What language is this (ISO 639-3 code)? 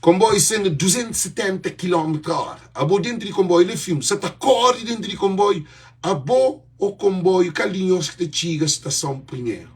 kea